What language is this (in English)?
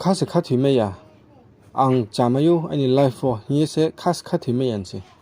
Riang (India)